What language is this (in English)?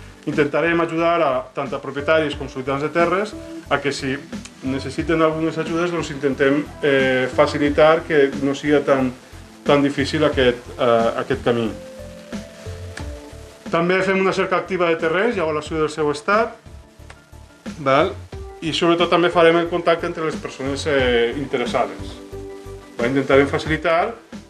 Catalan